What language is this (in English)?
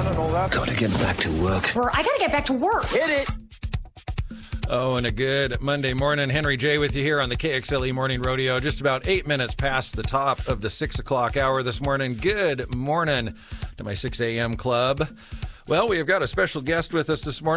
English